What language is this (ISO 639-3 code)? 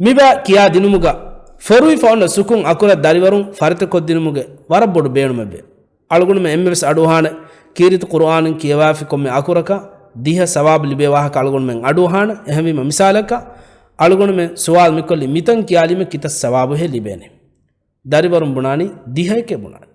div